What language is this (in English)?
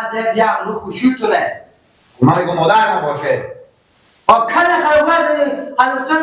Persian